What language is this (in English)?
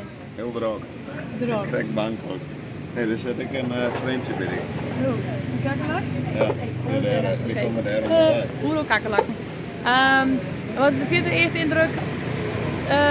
Western Frisian